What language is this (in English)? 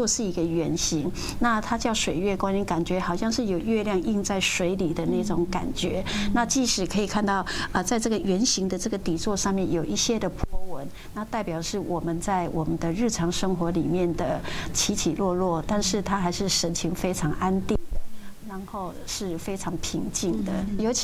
Chinese